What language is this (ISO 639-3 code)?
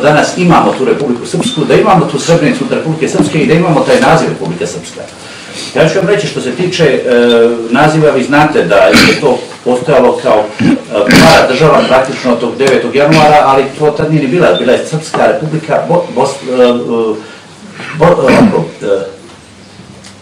bos